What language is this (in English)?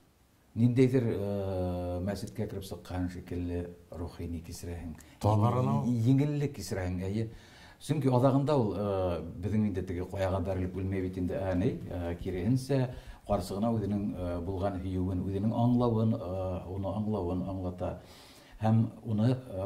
Bashkir